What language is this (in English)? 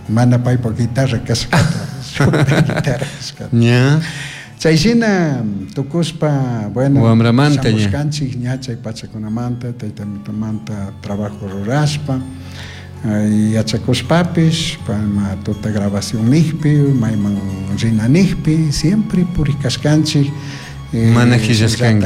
Chimborazo Highland Quichua